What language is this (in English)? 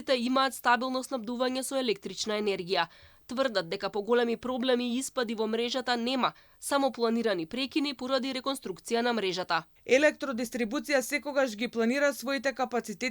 Macedonian